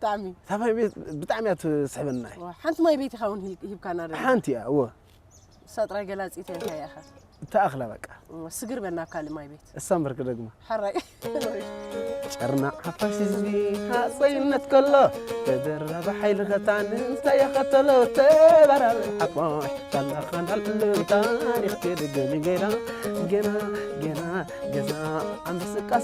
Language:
Tigrinya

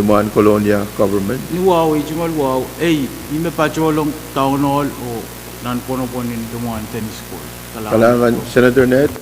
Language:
Pohnpeian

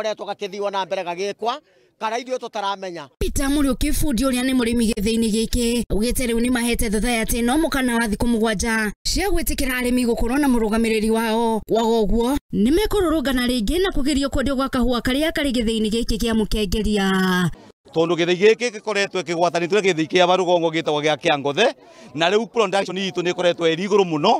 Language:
Kikuyu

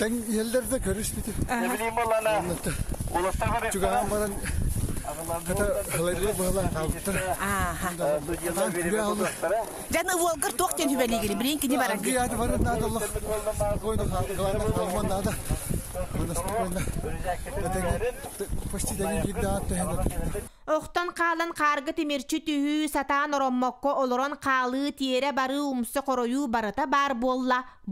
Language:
Yakut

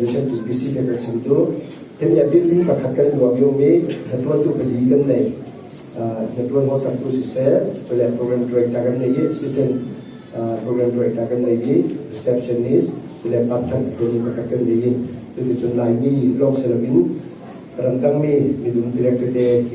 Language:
Falam Chin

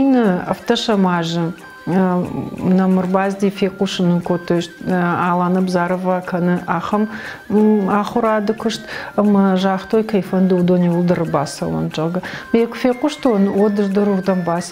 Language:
Ossetic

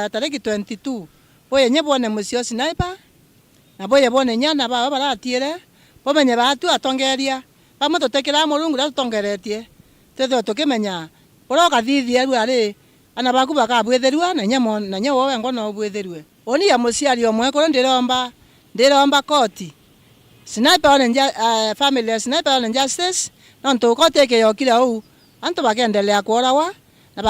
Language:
Meru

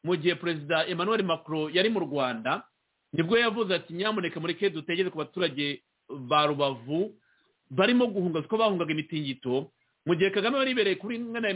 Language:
Kinyarwanda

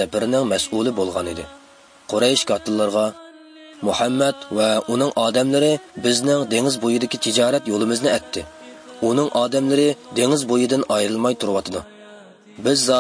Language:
Uyghur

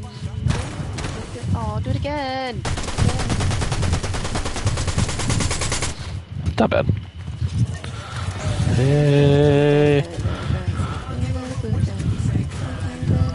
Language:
English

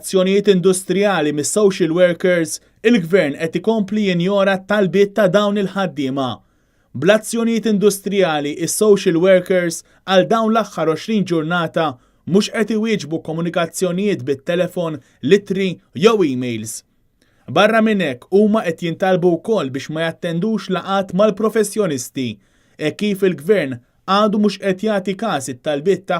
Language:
Maltese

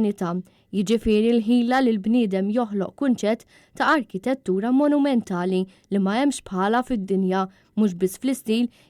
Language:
Maltese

